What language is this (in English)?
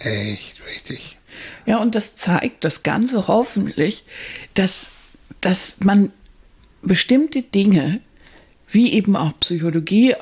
German